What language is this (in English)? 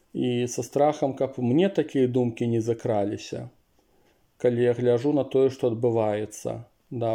Belarusian